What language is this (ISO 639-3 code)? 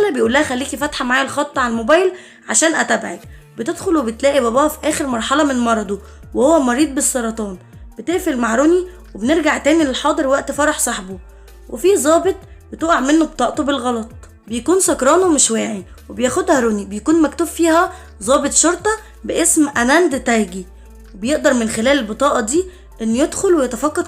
arz